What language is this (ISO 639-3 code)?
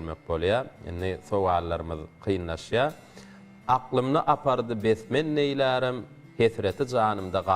tuk